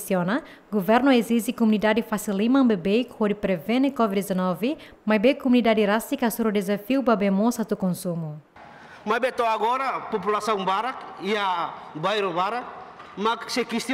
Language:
Tetum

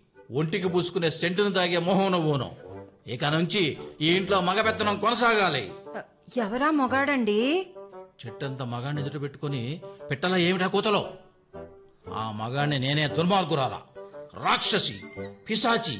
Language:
Telugu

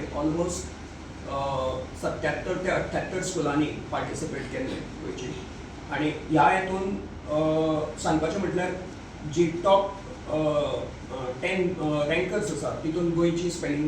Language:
Konkani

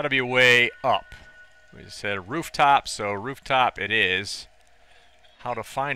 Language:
English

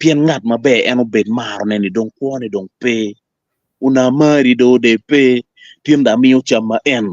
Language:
Acoli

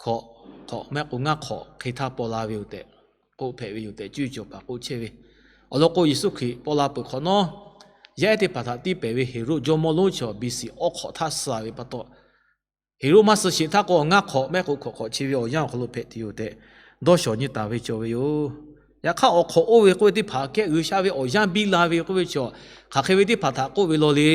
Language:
Lahu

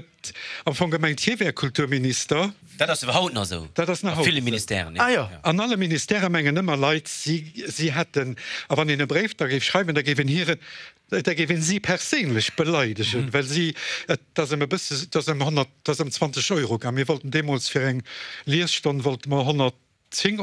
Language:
Luxembourgish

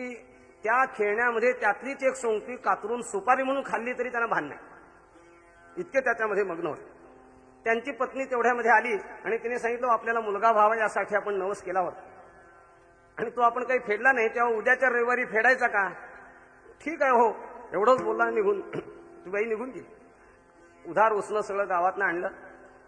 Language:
Marathi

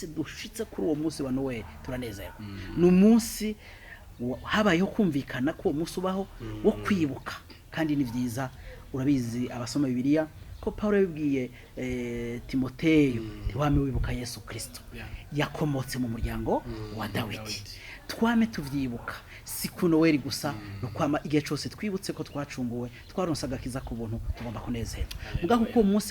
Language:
Rundi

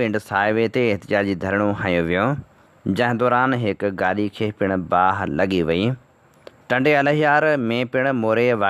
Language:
Sindhi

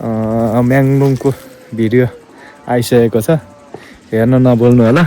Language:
Nepali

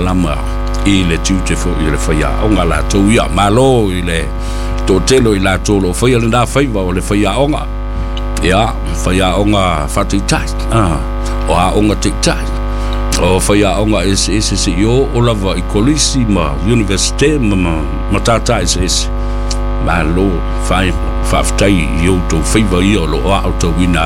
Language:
Samoan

